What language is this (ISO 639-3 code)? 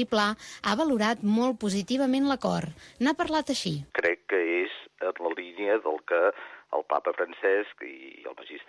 cat